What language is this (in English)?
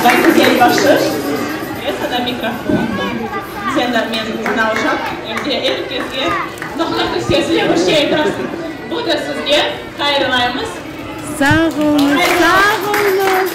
Crimean Tatar